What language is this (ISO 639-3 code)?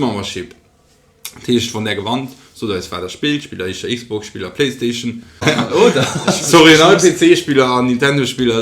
ltz